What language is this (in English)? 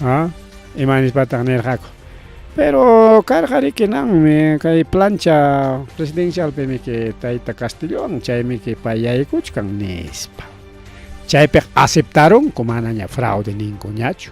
Ayacucho Quechua